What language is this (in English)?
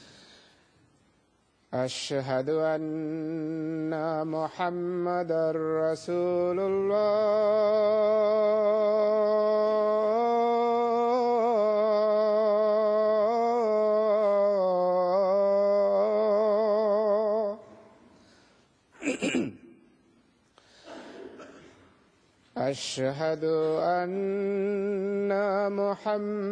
Bangla